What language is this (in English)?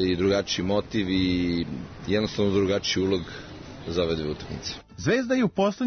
Serbian